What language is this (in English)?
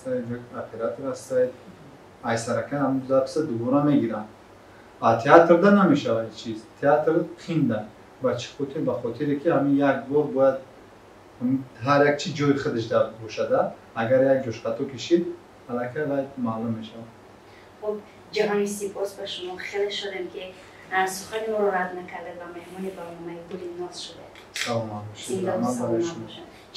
Tajik